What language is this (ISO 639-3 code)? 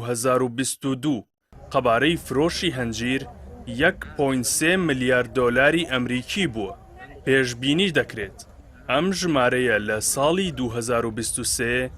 ckb